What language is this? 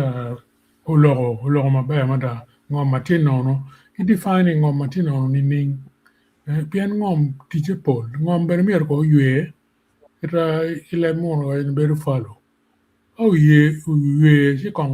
Acoli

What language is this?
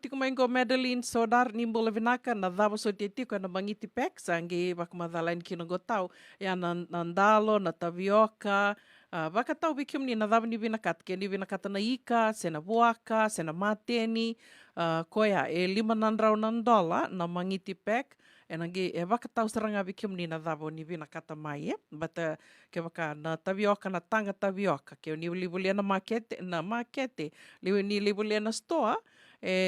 Fijian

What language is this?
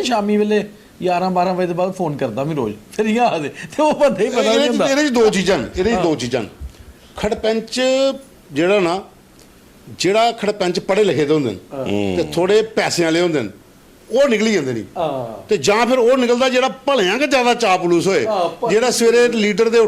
Dogri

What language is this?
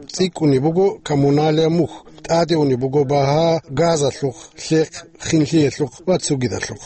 Avaric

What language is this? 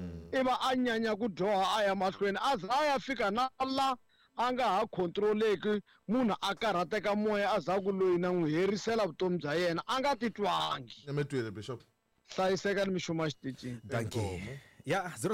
Tsonga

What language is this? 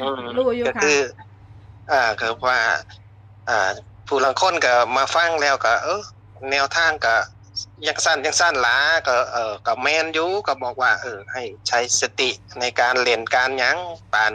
Northeastern Thai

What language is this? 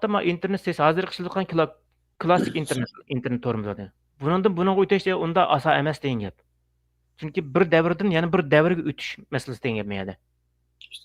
Uyghur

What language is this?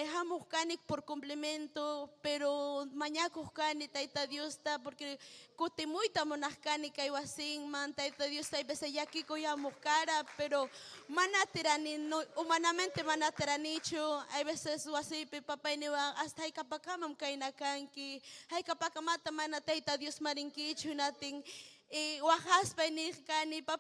Ayacucho Quechua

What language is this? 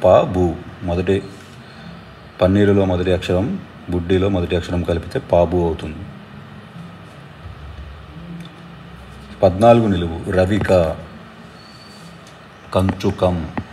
Telugu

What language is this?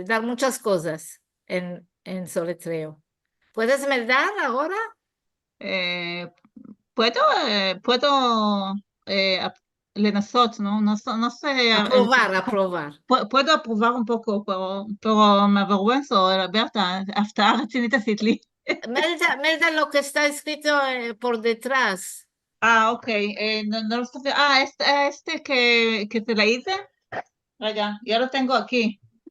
Ladino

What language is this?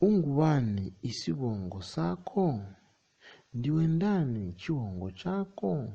Nyanja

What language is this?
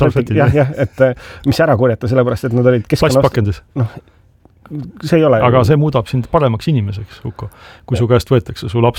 Estonian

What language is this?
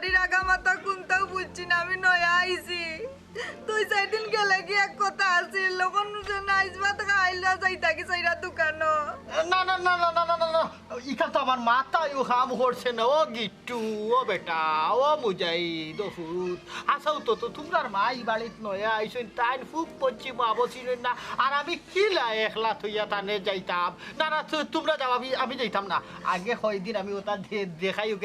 Sylheti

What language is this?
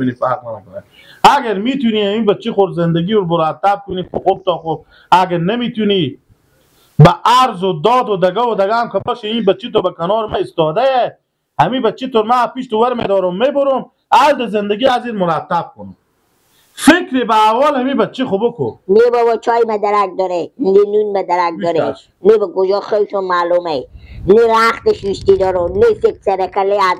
Persian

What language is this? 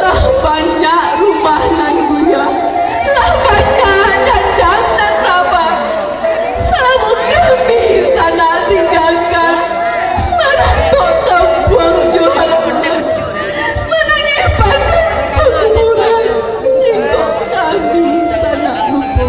Minangkabau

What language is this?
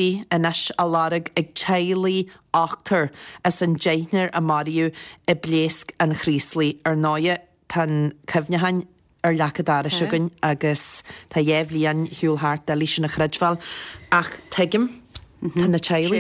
Irish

